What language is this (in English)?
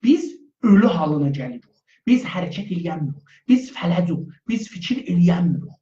South Azerbaijani